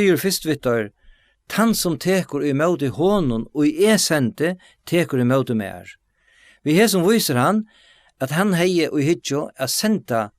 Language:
Faroese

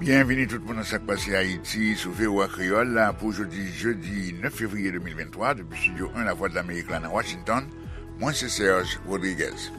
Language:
Haitian Creole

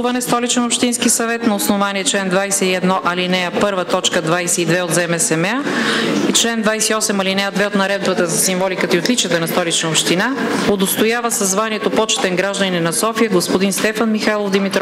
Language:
Bulgarian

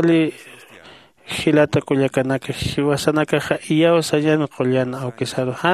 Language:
Aymara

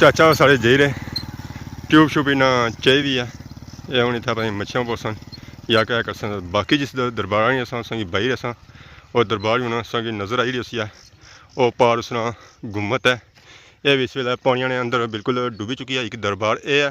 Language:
Pahari-Potwari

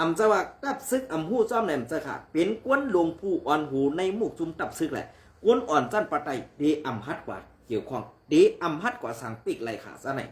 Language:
Shan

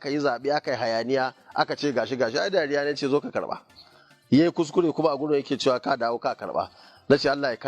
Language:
Hausa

